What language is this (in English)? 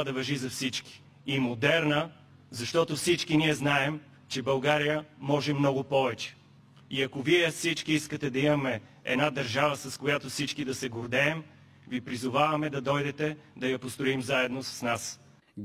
Bulgarian